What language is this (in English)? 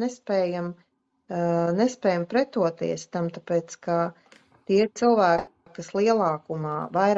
Latvian